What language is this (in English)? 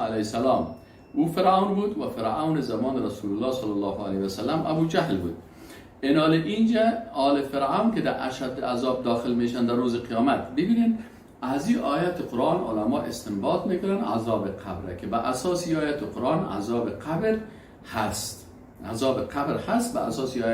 Persian